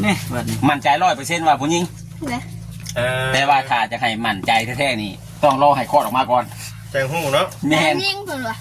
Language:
Lao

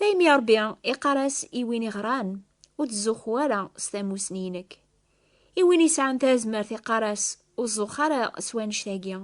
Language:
Kabyle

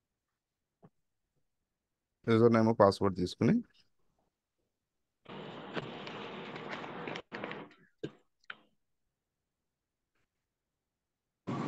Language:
Telugu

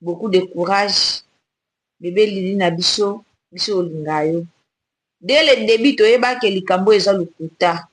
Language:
Lingala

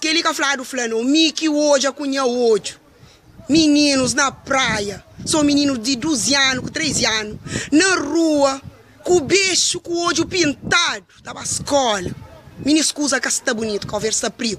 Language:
Kabuverdianu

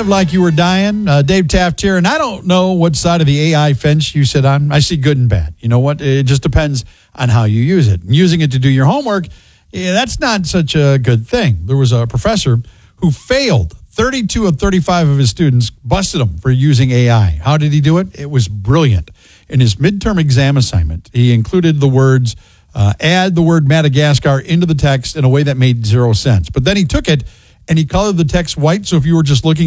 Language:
English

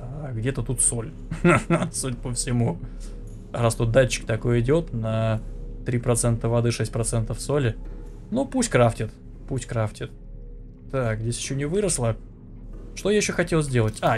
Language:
Russian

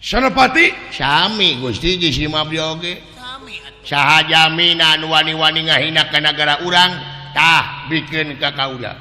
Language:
Sundanese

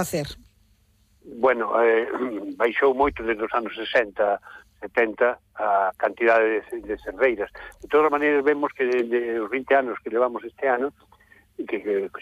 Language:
Galician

